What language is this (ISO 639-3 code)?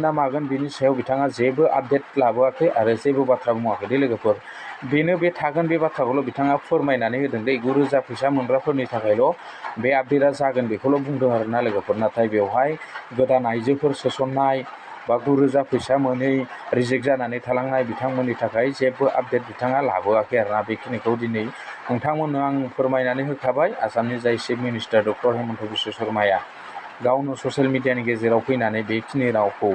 brx